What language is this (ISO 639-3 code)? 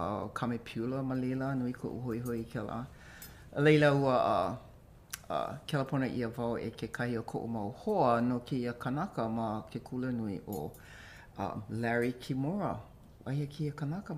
haw